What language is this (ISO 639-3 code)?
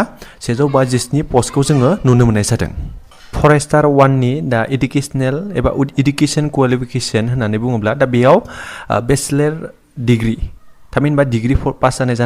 brx